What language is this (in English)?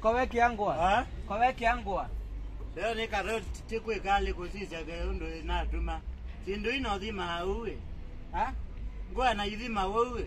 Kamba